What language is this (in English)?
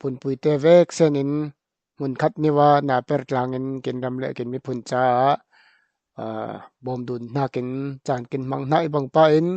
Falam Chin